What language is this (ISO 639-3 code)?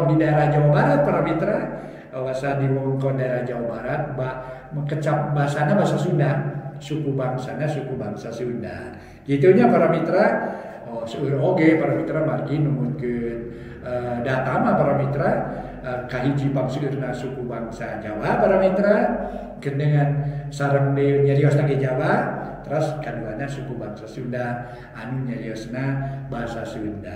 sun